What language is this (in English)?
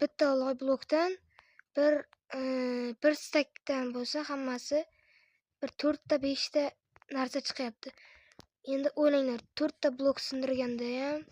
Uzbek